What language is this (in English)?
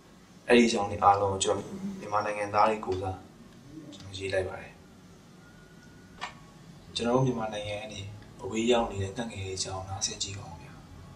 Burmese